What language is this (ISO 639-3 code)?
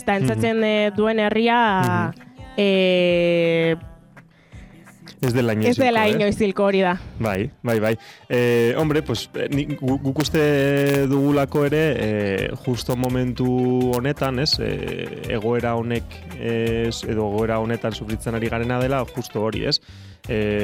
eus